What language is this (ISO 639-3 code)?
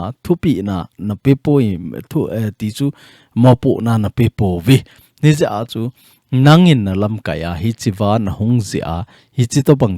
tcz